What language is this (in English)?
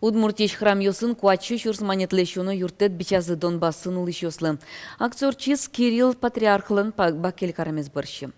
Udmurt